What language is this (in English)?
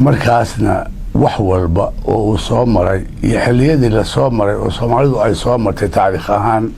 Somali